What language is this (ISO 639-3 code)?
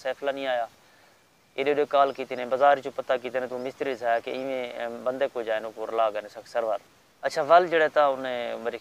skr